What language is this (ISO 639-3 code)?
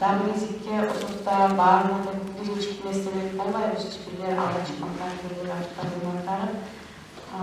kum